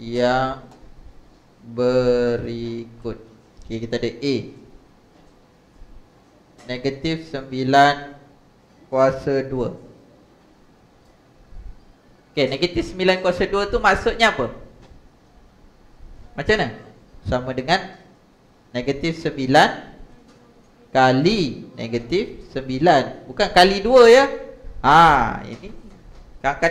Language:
Malay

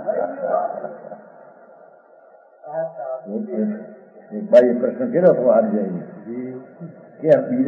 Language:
Gujarati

